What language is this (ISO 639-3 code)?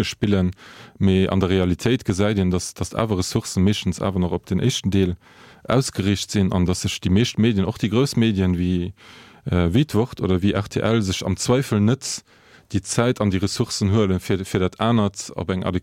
ltz